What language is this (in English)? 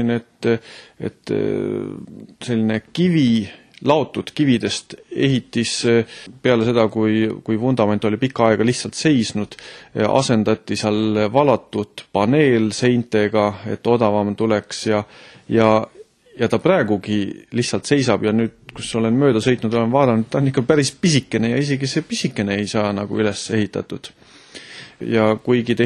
Estonian